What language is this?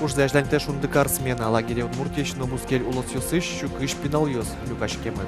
Udmurt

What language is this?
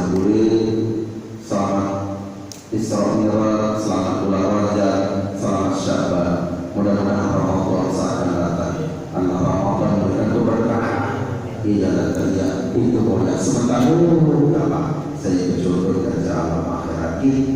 Sasak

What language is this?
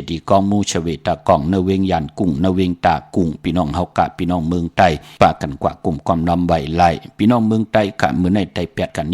Shan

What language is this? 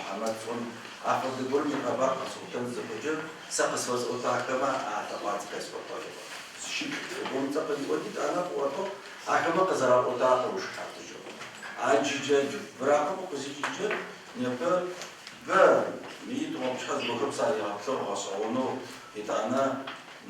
Adyghe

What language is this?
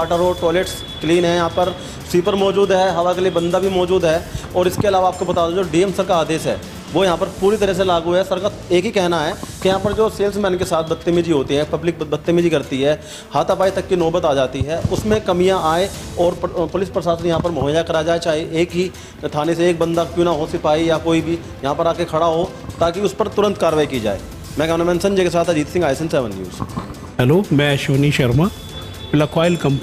Hindi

